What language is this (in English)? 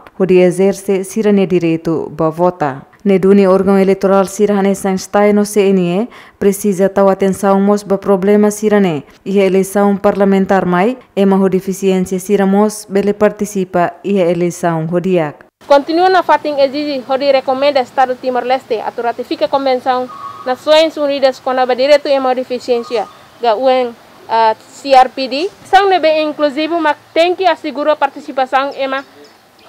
Tetum